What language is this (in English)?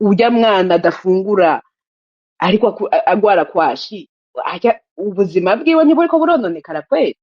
Rundi